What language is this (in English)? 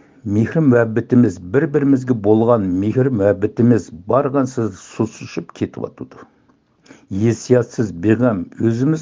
Uyghur